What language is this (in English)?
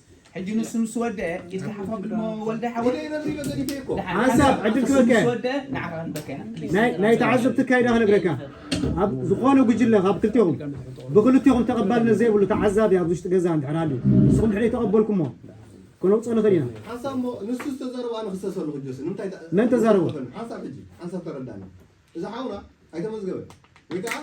Tigrinya